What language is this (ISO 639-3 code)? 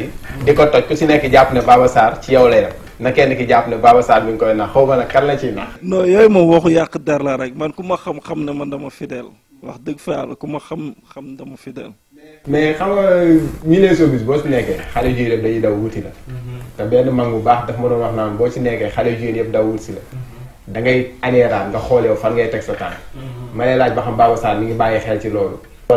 wol